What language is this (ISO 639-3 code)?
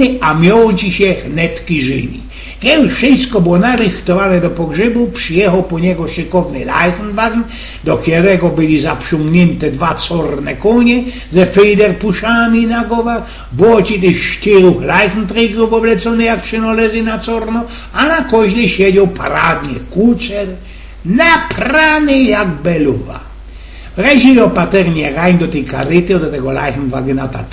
szl